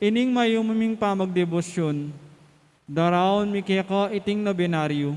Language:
Pampanga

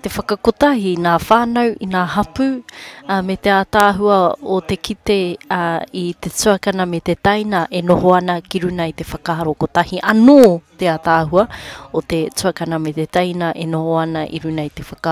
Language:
Māori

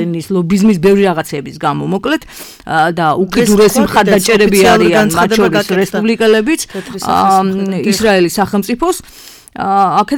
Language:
Georgian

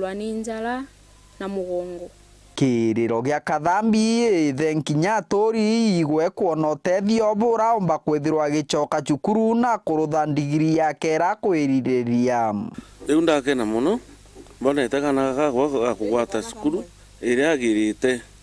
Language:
Meru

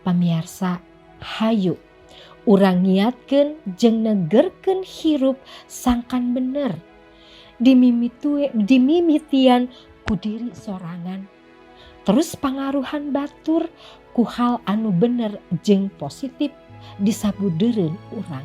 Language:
Sundanese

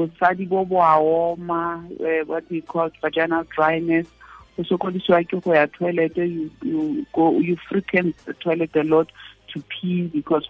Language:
Tswana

